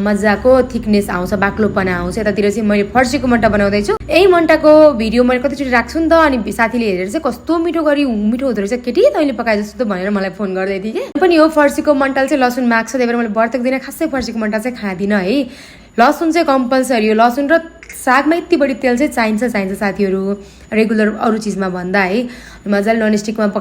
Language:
Nepali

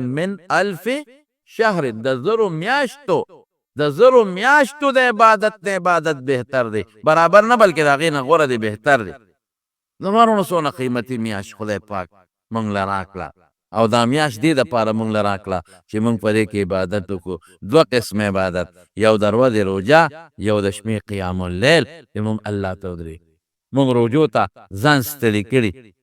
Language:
Pashto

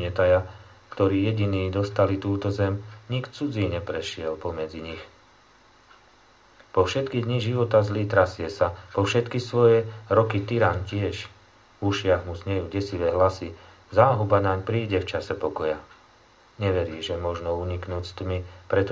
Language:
Slovak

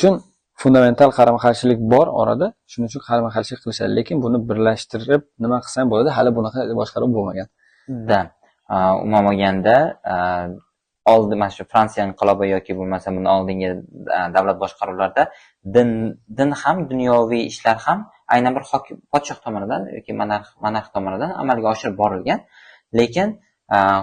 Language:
Uzbek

